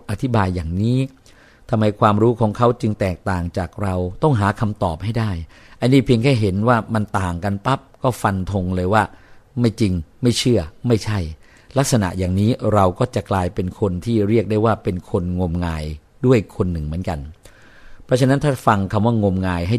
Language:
Thai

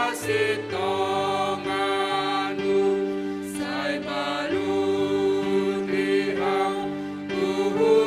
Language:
Batak Simalungun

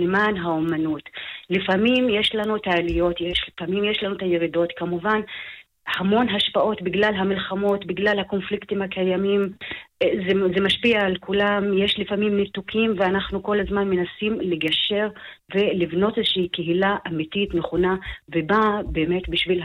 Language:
Hebrew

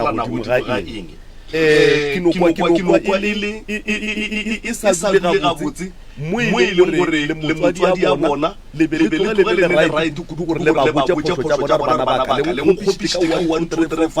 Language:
Northern Sotho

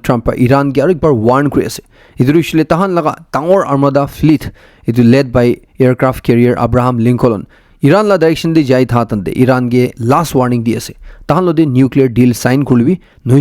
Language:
Naga Pidgin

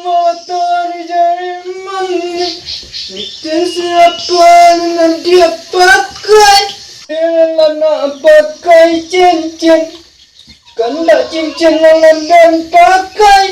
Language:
Minangkabau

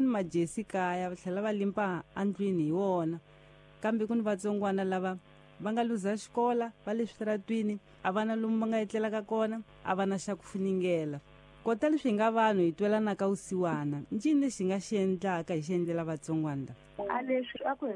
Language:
Tsonga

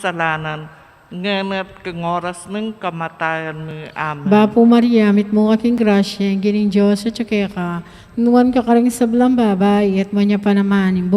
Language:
Pampanga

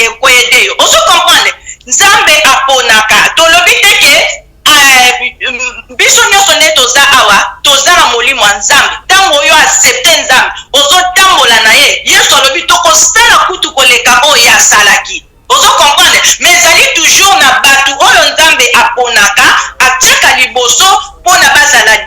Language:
Lingala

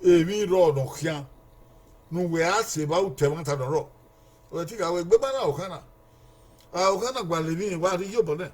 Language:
Bini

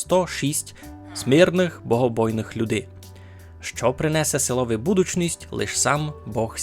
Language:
Rusyn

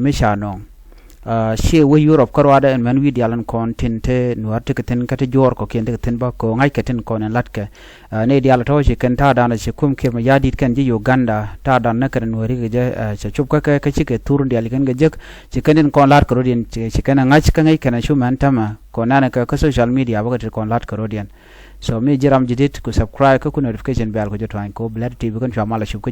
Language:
Nuer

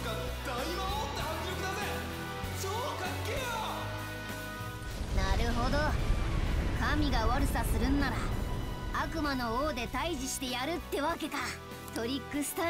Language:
Japanese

